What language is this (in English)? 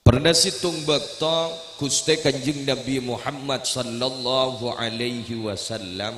Madurese